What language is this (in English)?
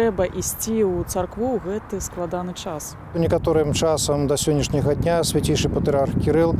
Belarusian